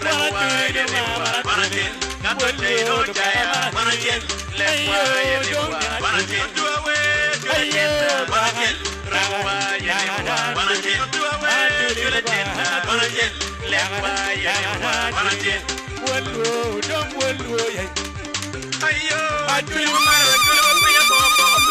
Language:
Acoli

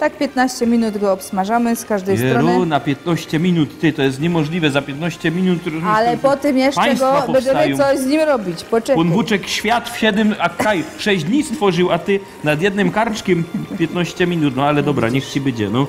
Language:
Silesian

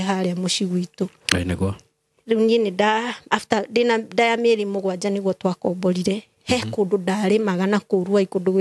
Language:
Kikuyu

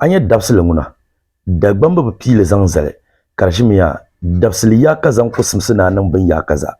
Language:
Dagbani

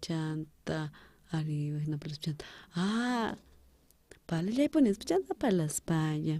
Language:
South Bolivian Quechua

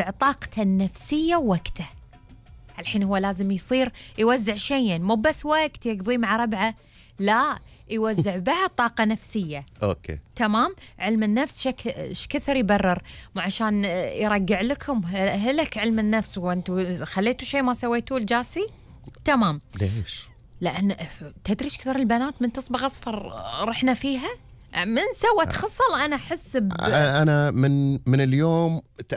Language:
Gulf Arabic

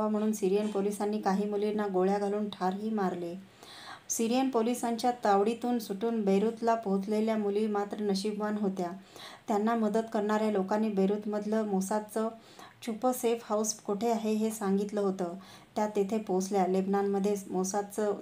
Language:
Marathi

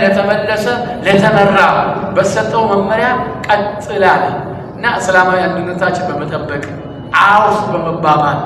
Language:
Amharic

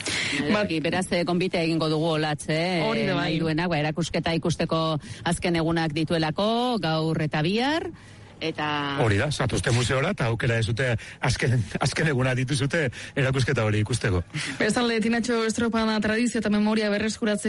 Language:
Basque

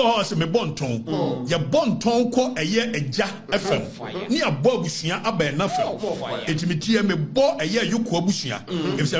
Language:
Akan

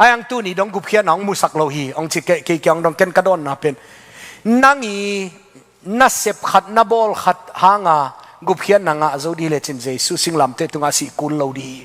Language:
Tedim Chin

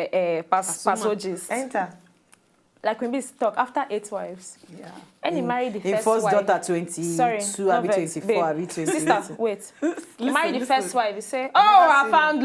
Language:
Nigerian Pidgin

